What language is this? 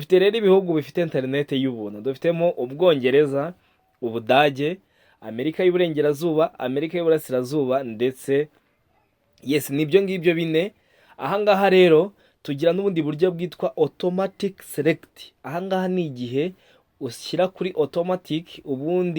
Kinyarwanda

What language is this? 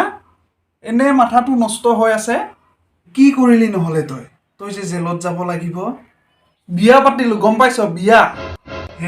Assamese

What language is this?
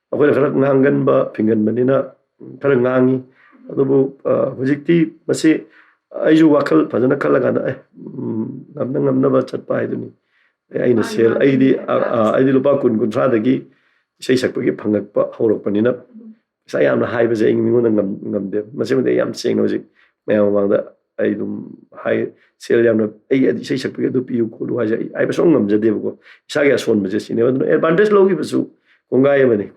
Manipuri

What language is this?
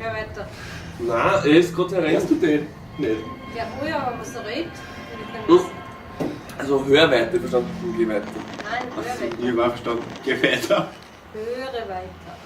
Bavarian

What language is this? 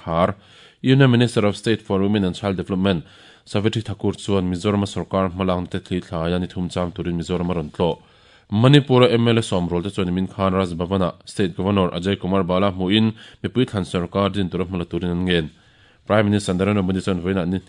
Mizo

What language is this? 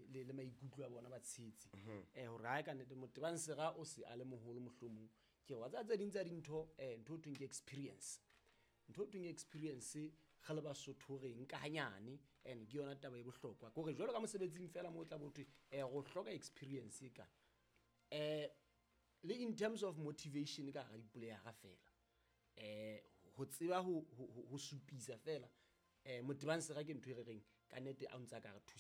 Southern Sotho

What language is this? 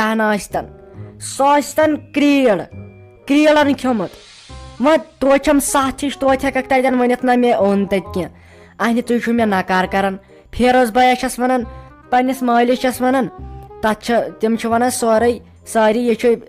Kashmiri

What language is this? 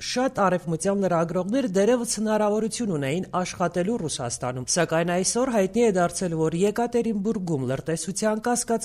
Armenian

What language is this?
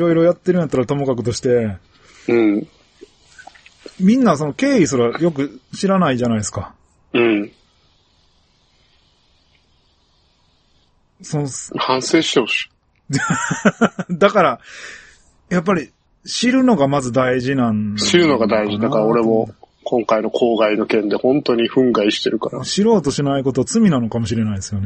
Japanese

